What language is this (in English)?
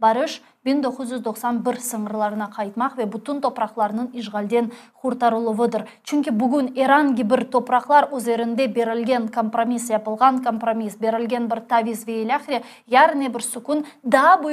Crimean Tatar